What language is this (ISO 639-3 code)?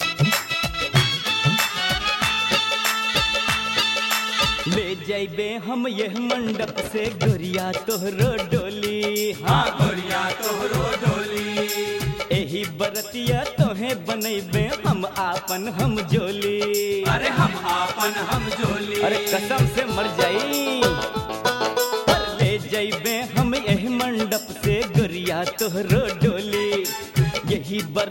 bho